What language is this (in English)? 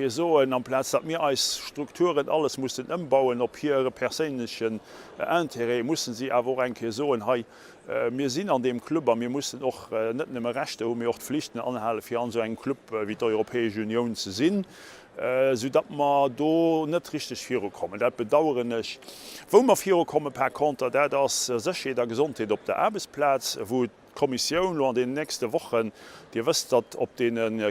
Luxembourgish